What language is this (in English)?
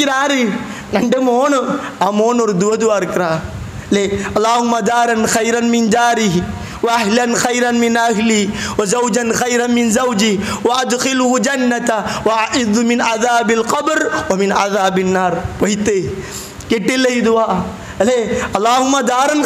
Malayalam